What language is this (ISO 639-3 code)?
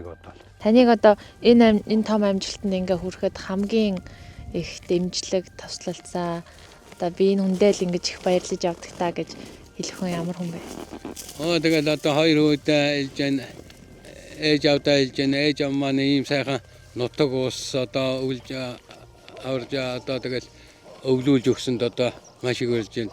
mon